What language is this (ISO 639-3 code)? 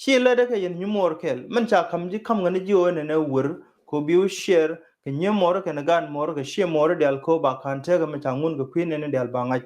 nus